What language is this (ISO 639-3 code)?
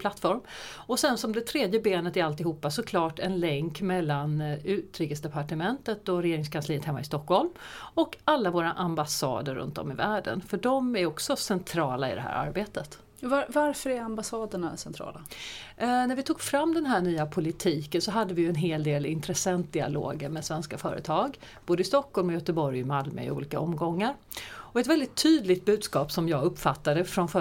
swe